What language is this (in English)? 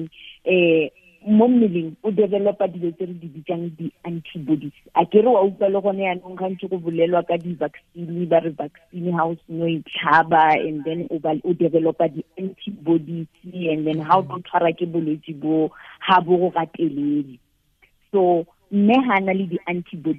Tswana